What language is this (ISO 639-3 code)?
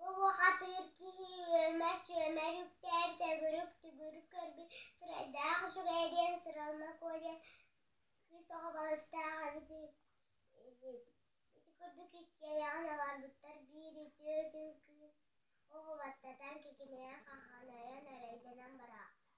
sah